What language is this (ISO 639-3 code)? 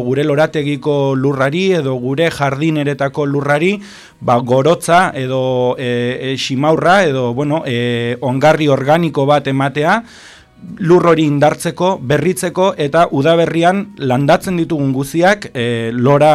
eus